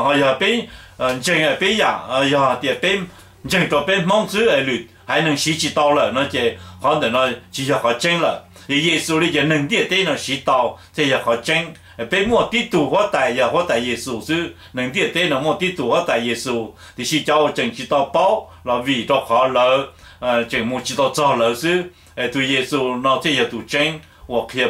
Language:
Hmong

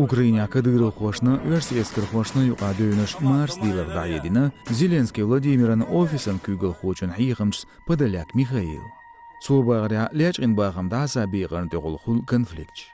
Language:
Chechen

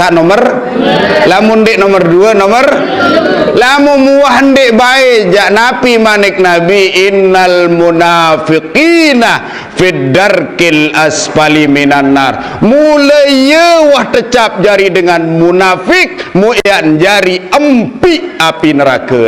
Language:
Sasak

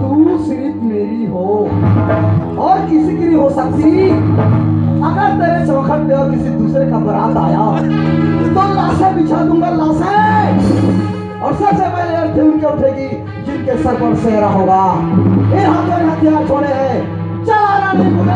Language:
Chhattisgarhi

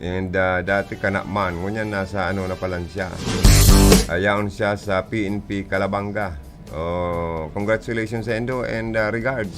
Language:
Bikol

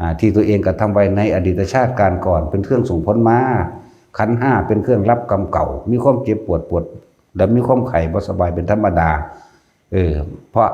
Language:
Lao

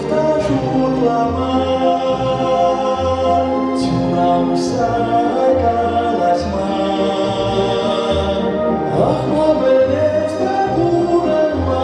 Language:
Chuvash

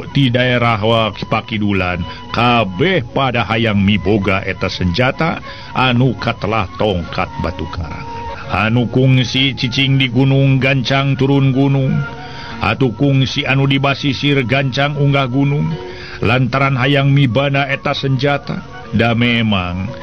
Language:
Sundanese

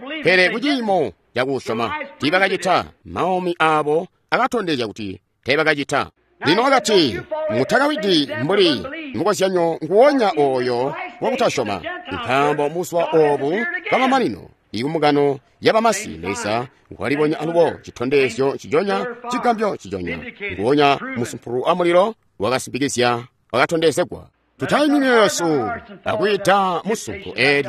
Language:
Tonga (Zambia)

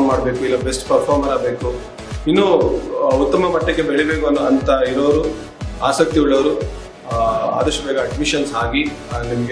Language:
Kannada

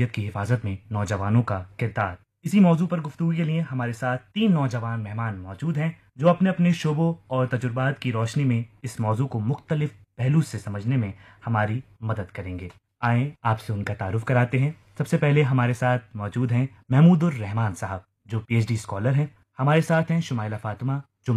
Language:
Urdu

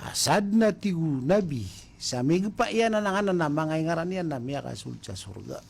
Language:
Maranao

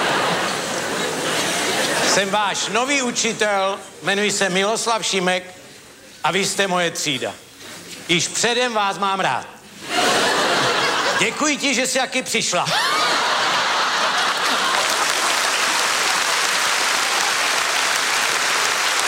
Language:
Czech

